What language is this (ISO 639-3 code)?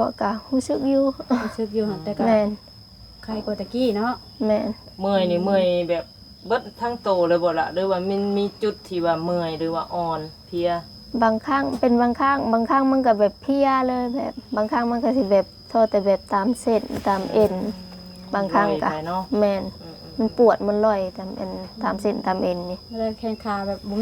lao